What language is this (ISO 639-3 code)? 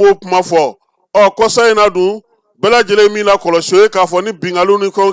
bam